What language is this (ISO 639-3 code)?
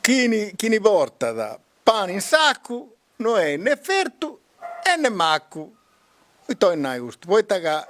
srd